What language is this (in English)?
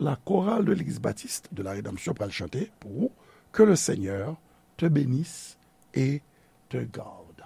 Haitian Creole